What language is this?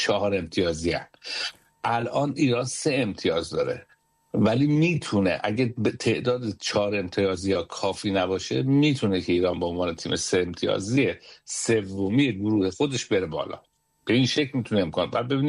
Persian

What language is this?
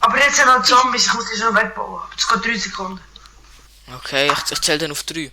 Swiss German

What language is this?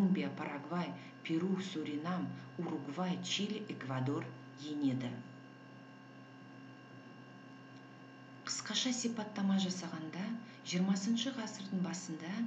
Kazakh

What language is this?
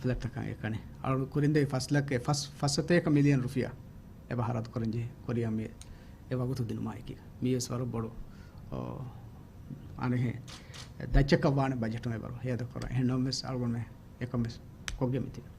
Divehi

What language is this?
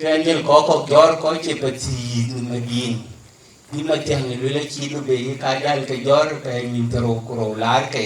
Dinka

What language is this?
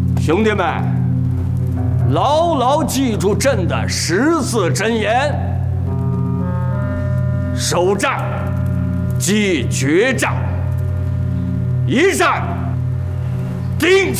Chinese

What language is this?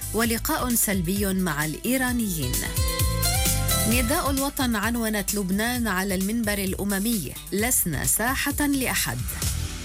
Arabic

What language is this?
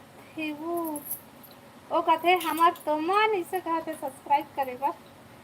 Chhattisgarhi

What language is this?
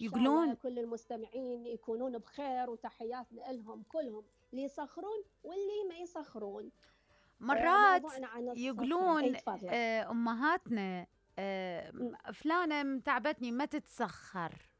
Mesopotamian Arabic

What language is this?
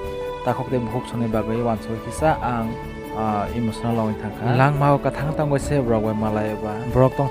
Kok Borok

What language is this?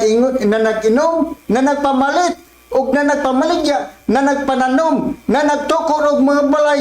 Cebuano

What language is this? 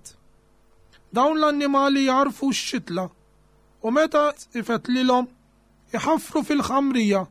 Maltese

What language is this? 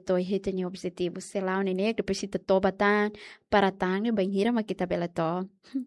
Tetum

